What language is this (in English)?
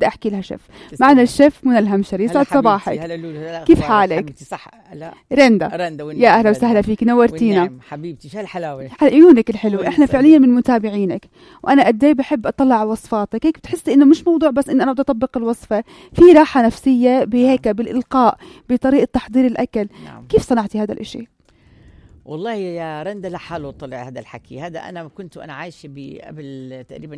North Levantine Arabic